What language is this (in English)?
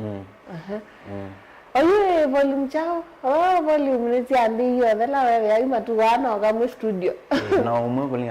Kamba